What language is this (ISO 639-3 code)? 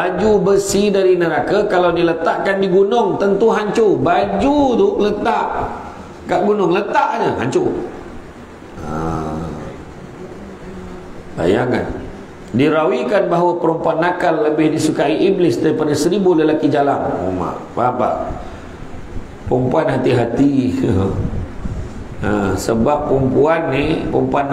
msa